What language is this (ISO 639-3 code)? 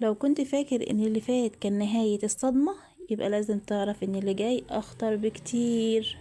arz